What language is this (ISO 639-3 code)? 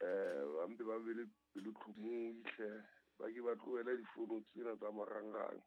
sot